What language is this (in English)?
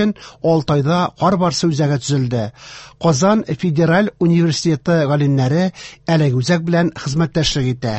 Tatar